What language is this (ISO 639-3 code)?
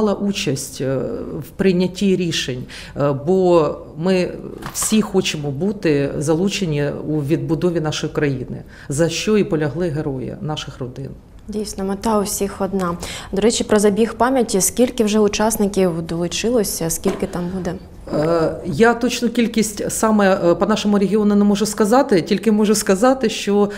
ukr